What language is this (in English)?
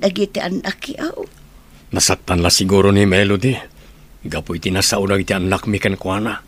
Iloko